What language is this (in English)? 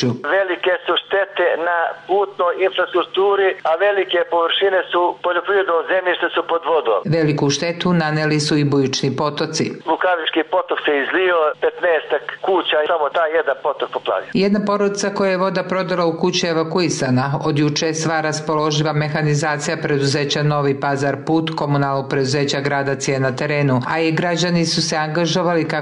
Serbian